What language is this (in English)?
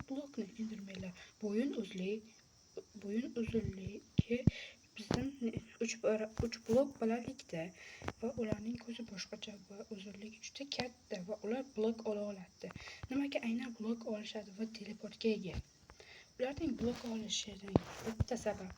Uzbek